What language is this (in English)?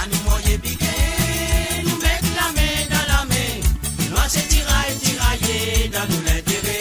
Morisyen